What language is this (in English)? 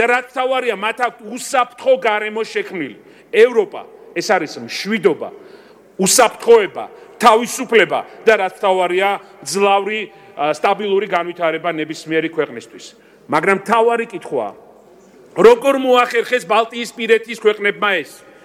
Georgian